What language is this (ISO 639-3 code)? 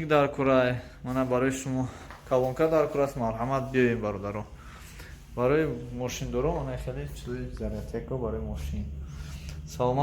tgk